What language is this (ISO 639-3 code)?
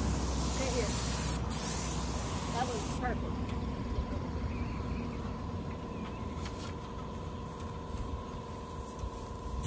eng